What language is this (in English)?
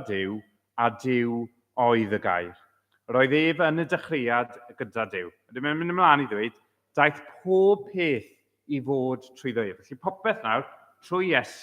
Welsh